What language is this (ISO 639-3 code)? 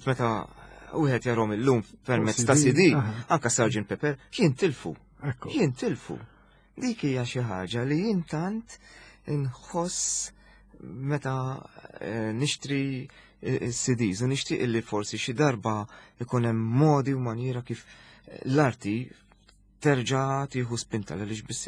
mlt